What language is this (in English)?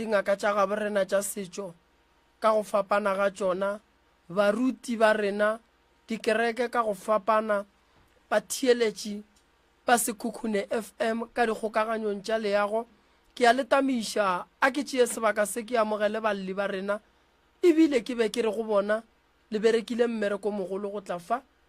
Northern Sotho